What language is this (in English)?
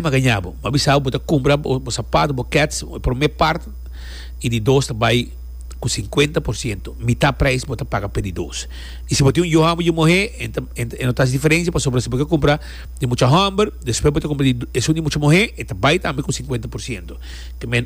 Papiamento